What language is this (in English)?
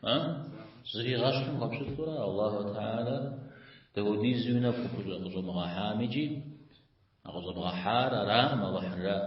Kabardian